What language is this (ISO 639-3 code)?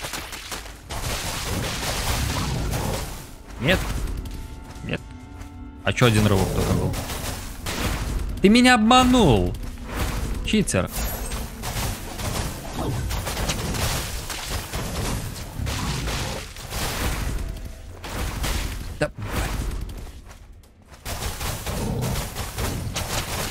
rus